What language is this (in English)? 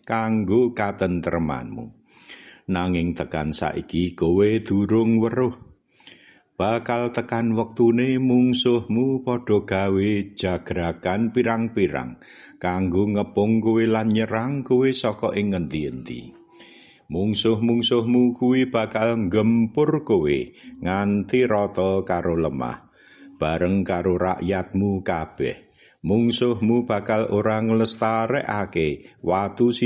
Javanese